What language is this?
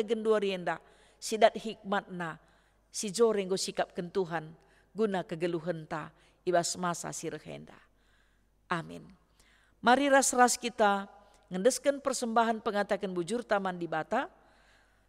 Batak Karo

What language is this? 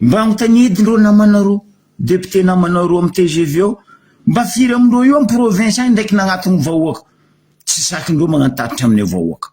Malagasy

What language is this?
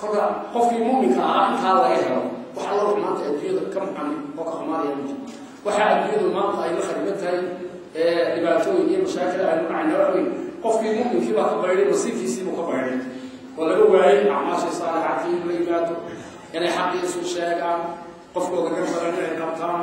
Somali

